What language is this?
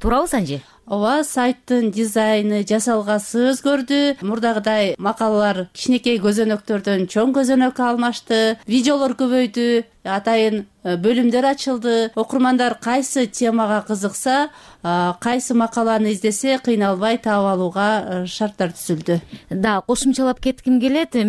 Kyrgyz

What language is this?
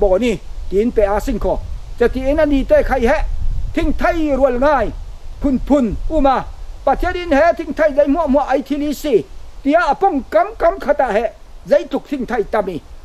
Falam Chin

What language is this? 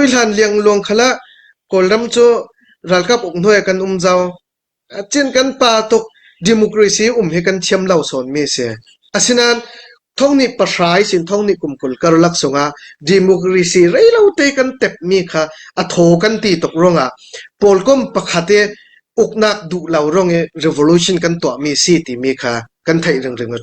Falam Chin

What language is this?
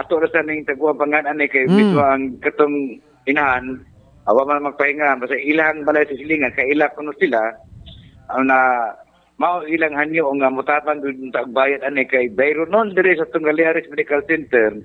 Cebuano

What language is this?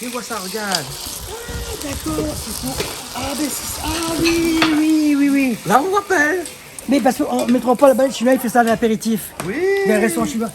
Réunion Creole French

